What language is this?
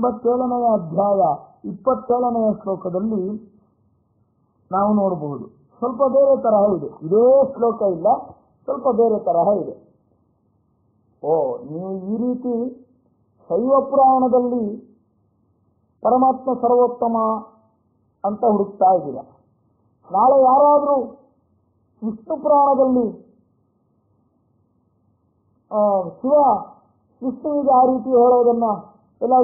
Kannada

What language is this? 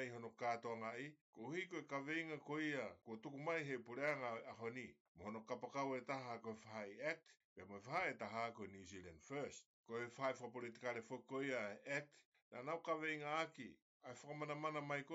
Tongan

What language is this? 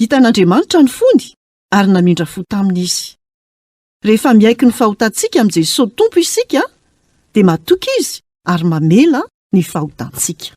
Malagasy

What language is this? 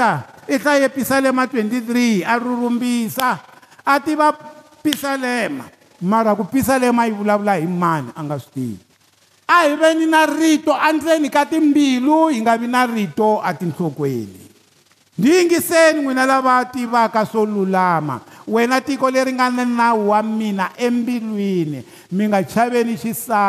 Tsonga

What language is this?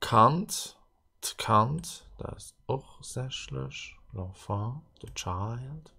Luxembourgish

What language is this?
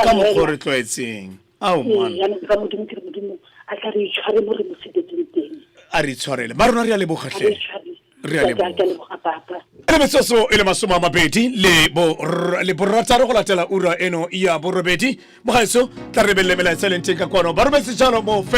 Tswana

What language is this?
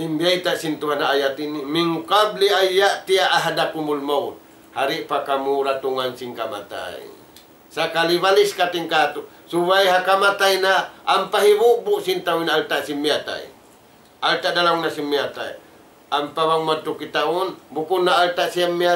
Tausug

